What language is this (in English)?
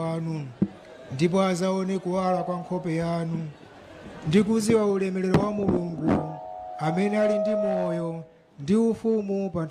Nyanja